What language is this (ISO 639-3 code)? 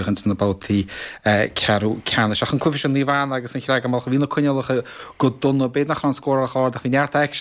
gle